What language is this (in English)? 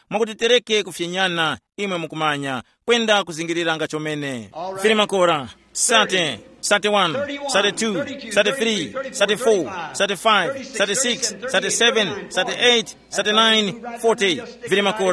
Tumbuka